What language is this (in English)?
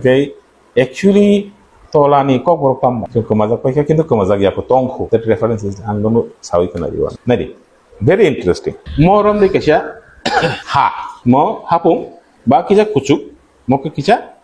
Kok Borok